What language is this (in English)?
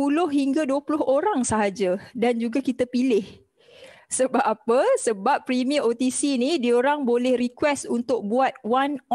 Malay